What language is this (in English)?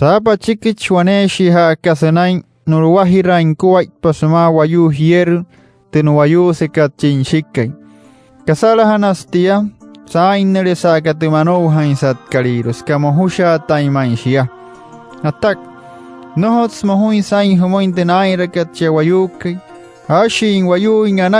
Wayuu